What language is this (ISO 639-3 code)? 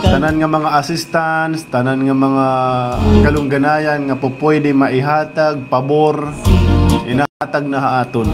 war